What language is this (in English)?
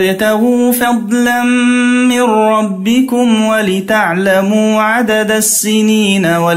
Arabic